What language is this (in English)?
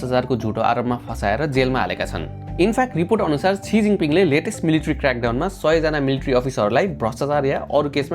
Nepali